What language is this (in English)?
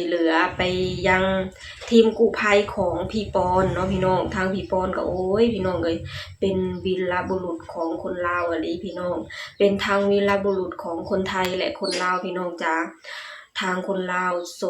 Lao